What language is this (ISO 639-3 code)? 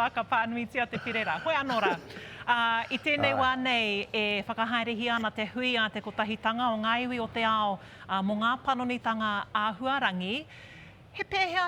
mri